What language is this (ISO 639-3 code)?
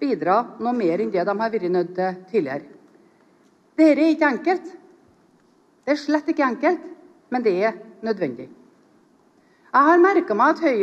nor